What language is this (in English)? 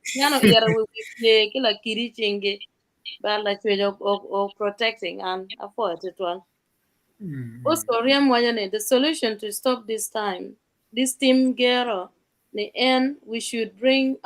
Acoli